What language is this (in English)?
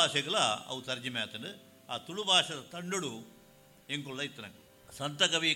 Tulu